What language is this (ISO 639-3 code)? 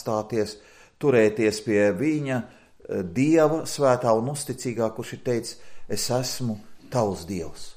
lav